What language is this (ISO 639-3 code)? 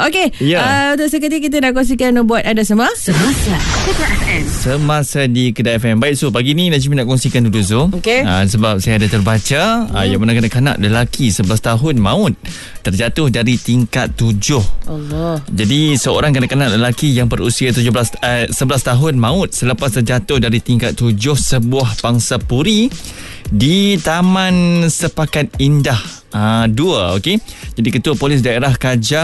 msa